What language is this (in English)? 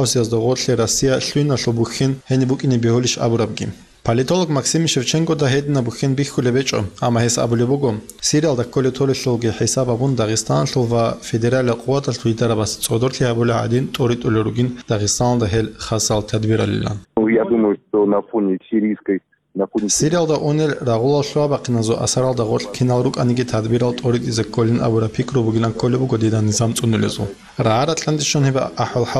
Avaric